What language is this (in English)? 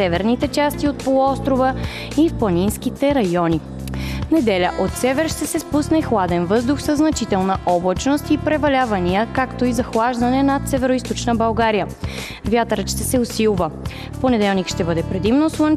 Bulgarian